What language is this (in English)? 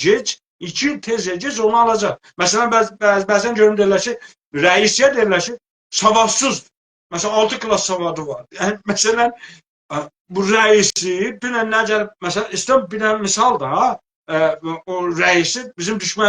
South Azerbaijani